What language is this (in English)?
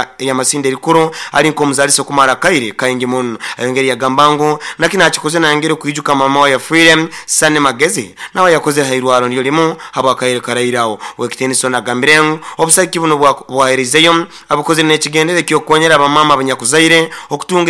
Nyoro